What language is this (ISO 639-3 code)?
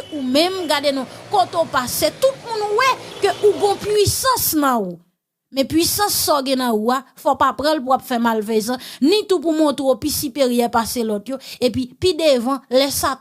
hat